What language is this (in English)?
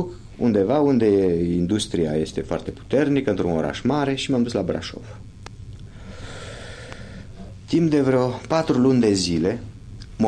Romanian